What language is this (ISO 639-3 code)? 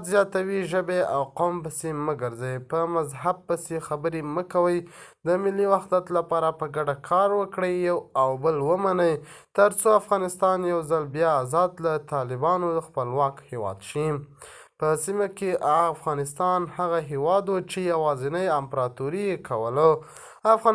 pus